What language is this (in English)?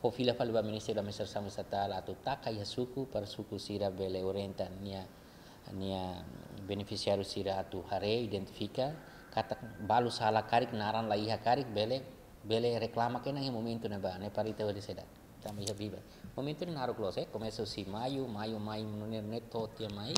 Tetum